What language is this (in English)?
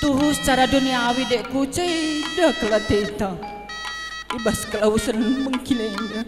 Batak Karo